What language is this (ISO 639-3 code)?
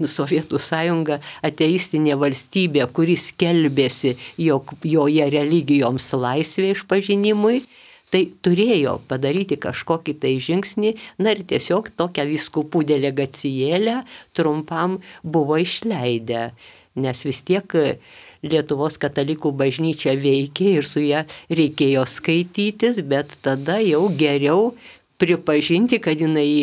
lit